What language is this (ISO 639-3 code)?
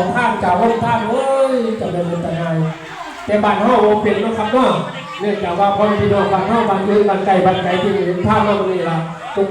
tts